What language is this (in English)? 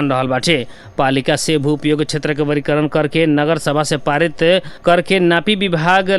Bhojpuri